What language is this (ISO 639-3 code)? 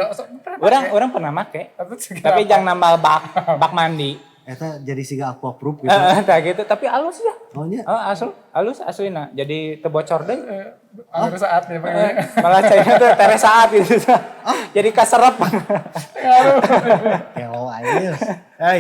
sun